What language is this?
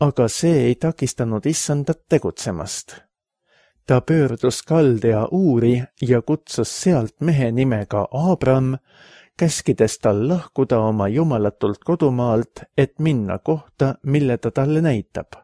Estonian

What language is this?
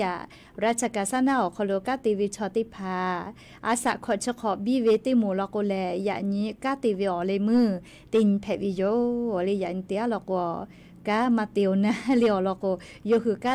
Lahu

